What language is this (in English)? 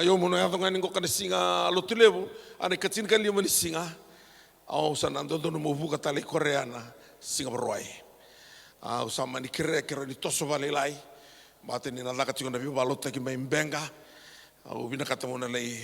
Fijian